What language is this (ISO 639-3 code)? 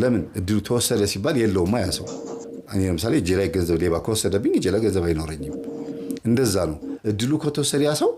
amh